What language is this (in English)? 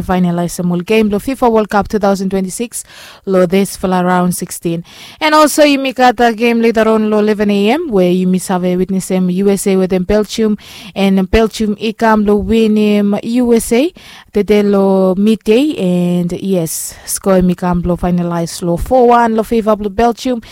Bislama